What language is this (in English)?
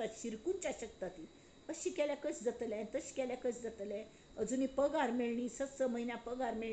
Konkani